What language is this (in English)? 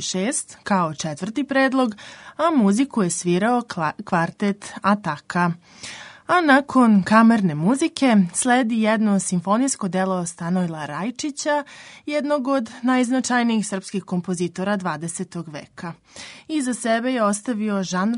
Serbian